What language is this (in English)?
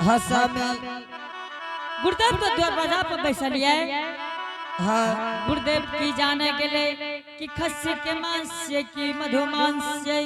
Angika